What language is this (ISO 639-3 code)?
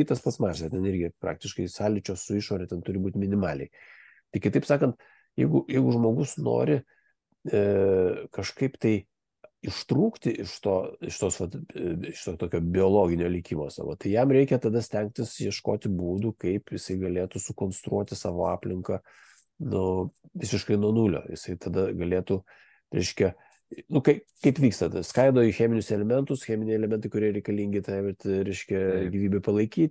lit